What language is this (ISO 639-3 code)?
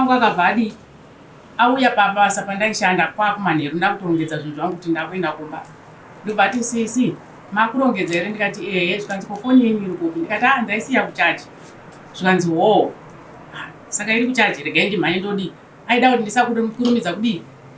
sna